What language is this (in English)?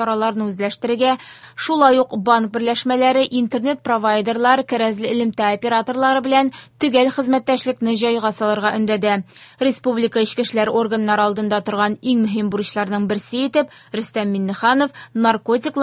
Tatar